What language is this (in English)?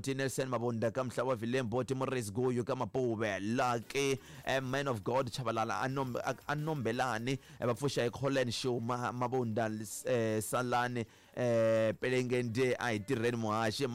Tsonga